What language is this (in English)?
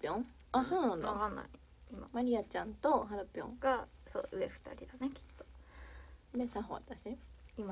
Japanese